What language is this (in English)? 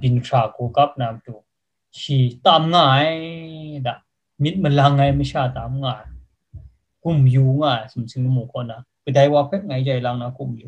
Kachin